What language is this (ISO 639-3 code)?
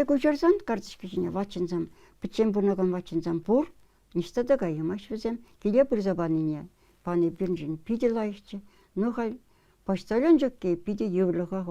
chv